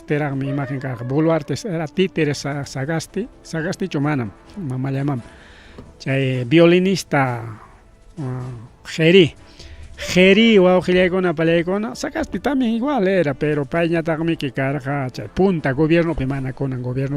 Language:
Ayacucho Quechua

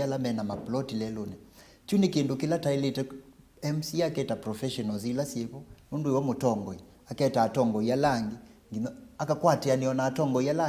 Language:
Kamba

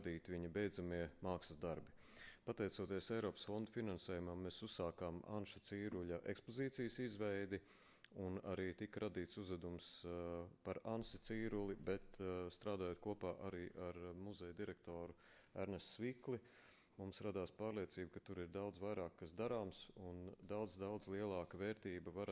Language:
Latvian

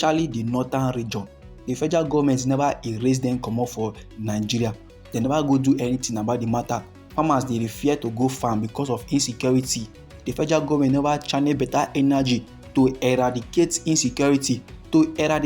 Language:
Nigerian Pidgin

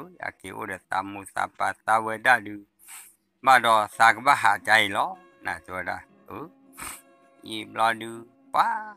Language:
S'gaw Karen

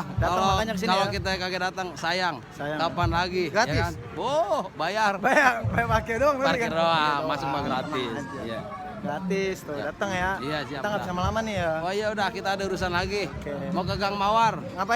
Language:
Betawi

